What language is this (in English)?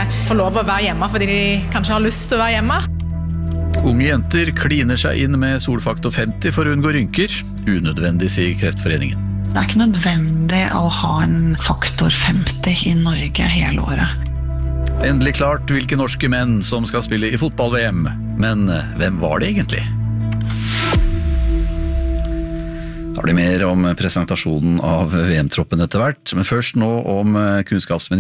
Norwegian